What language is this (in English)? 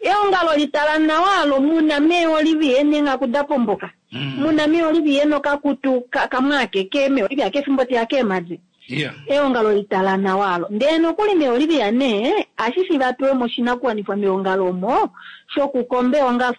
Kuanyama